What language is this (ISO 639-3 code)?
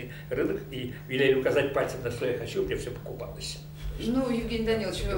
rus